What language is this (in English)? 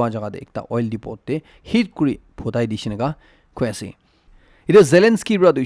Naga Pidgin